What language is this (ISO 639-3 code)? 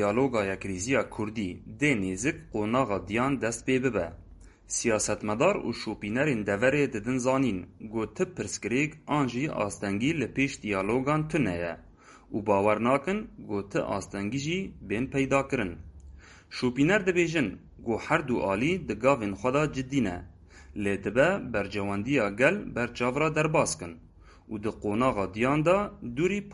kur